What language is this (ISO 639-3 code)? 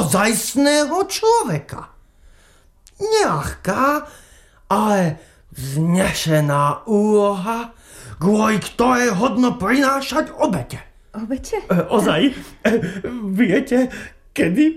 slk